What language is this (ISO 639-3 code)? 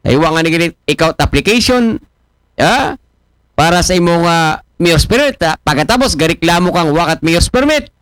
akl